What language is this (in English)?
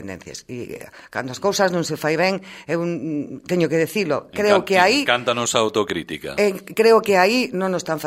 Galician